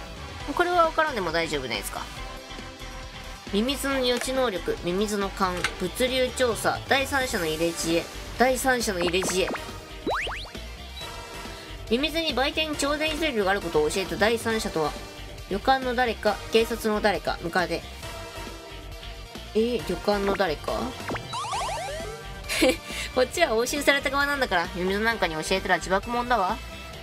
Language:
Japanese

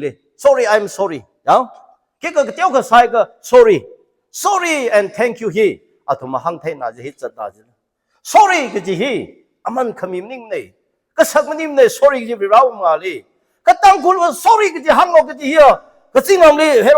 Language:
Tangkhul Naga (India)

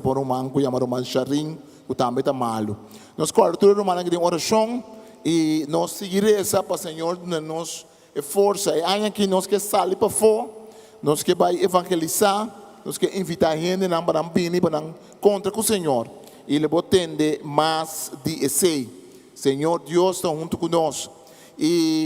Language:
Papiamento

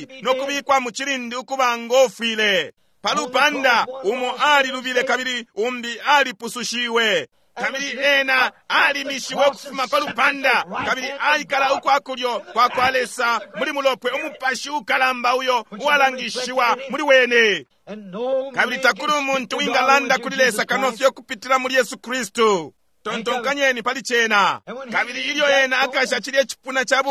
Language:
Bemba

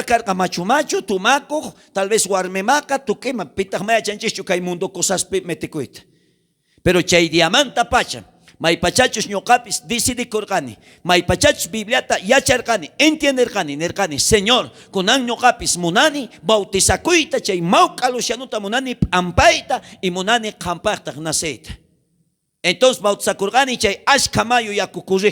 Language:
South Bolivian Quechua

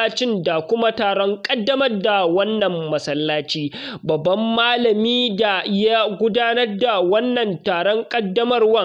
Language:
Hausa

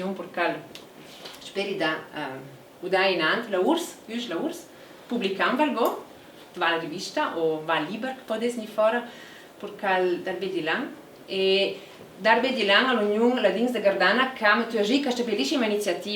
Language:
Ladin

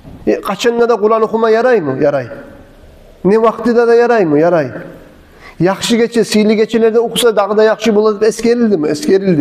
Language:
Kumyk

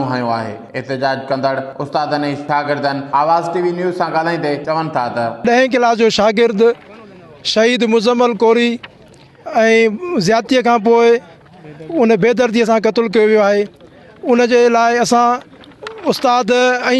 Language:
Sindhi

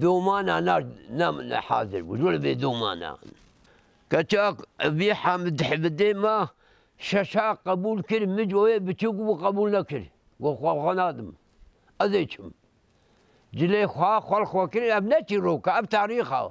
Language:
Kurdish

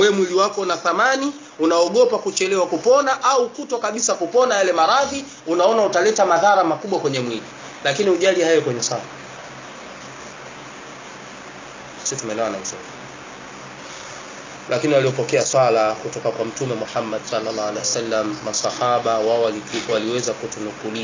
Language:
Swahili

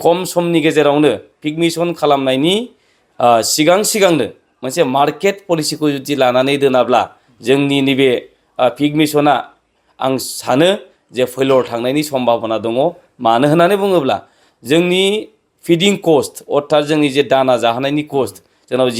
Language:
Bodo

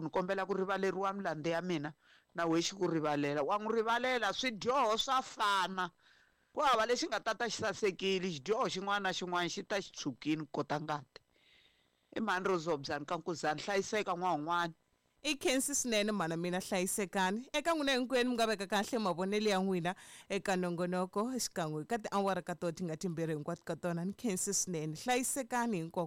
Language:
Tsonga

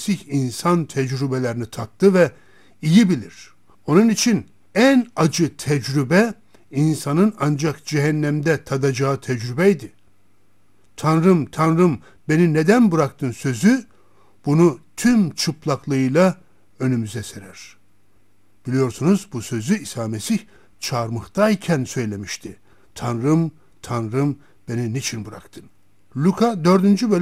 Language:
Turkish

